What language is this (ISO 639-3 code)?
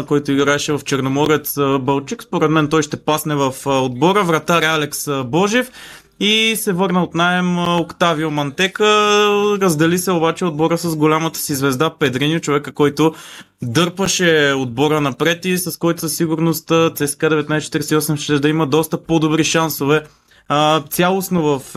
bul